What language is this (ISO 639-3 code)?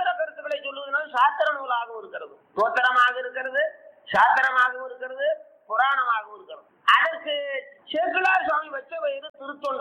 tam